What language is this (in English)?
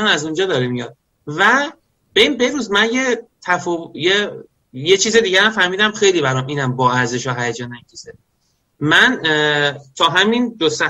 Persian